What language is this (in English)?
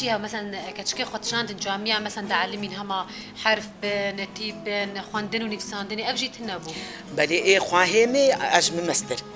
Kurdish